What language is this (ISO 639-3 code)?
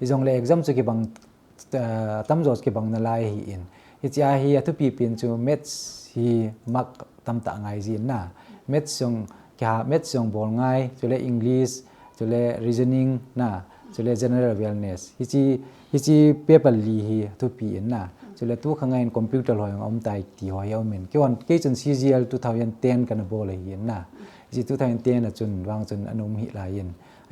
tcz